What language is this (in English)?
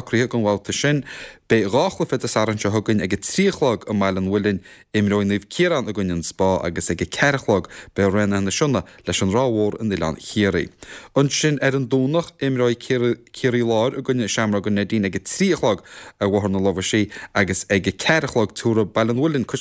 Irish